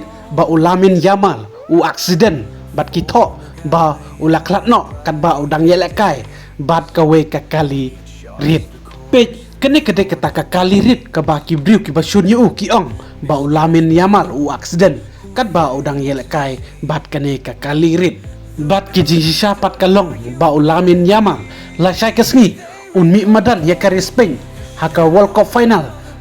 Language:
Khasi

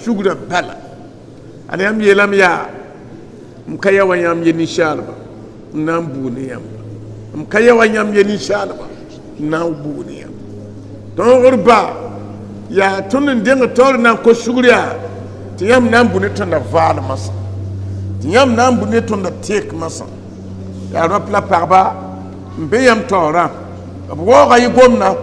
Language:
Mossi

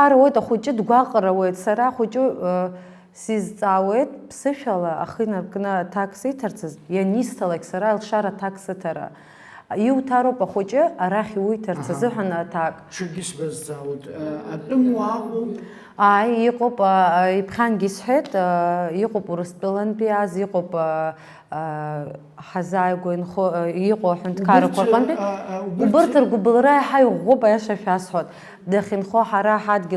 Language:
Abkhazian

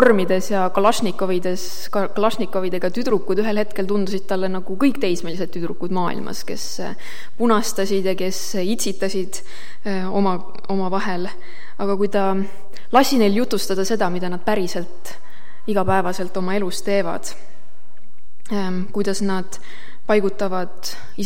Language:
Estonian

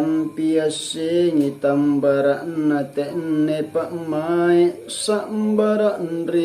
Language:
Makasar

